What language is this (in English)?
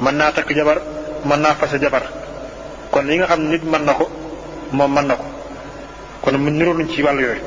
Wolof